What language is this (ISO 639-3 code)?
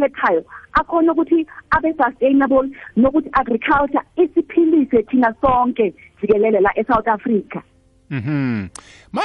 nbl